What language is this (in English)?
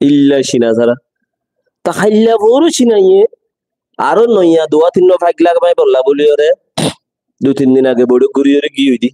Rohingya